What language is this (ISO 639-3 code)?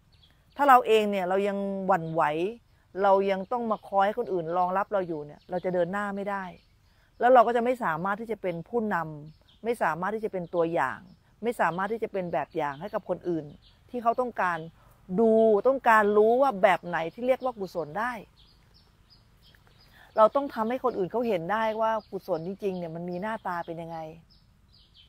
tha